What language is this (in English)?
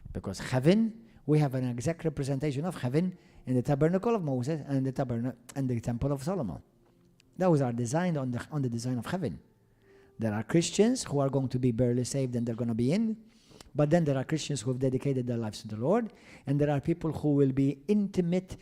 English